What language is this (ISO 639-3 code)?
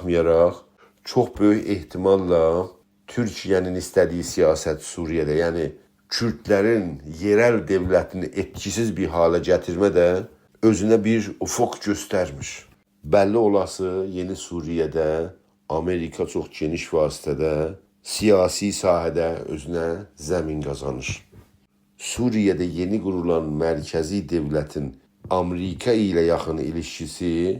azb